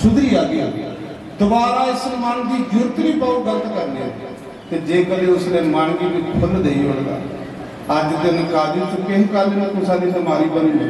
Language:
Dogri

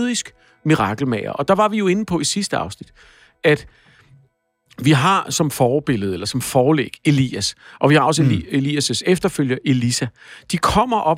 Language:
Danish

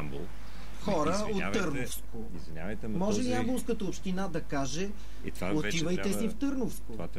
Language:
Bulgarian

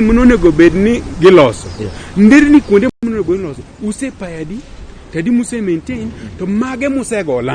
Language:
Luo (Kenya and Tanzania)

